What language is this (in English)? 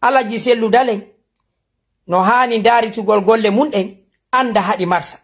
Fula